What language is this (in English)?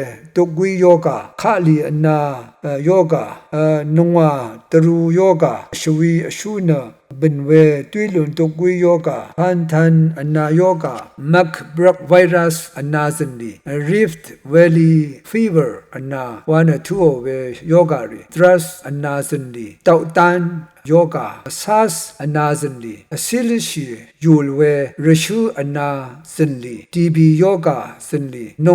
Rawang